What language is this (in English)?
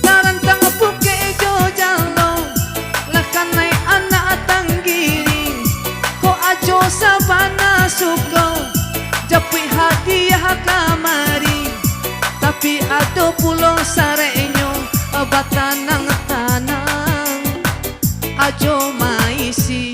Minangkabau